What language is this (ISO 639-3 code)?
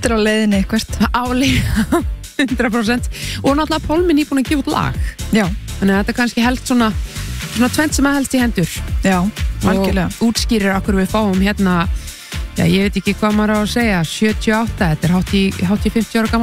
isl